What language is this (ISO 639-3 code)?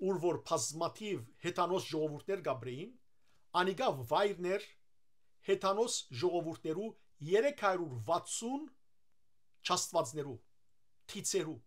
hyw